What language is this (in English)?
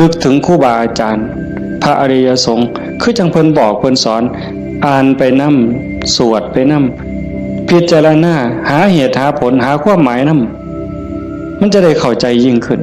Northeastern Thai